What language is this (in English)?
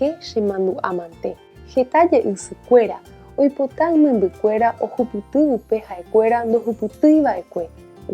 Guarani